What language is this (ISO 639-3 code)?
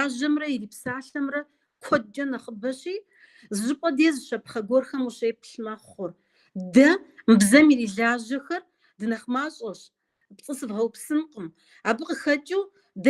kbd